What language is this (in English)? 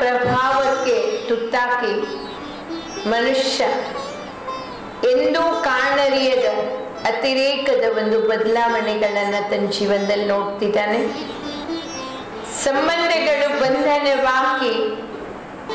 Kannada